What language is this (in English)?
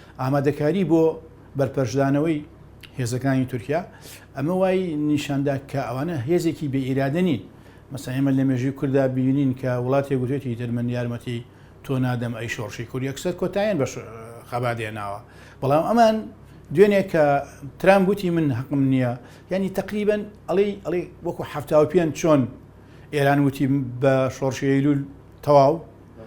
Central Kurdish